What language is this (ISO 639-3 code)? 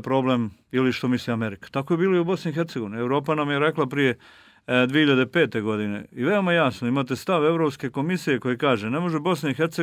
srp